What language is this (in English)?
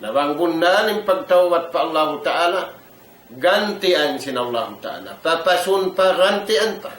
Tausug